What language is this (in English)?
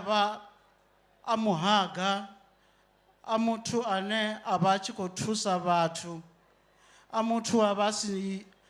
Venda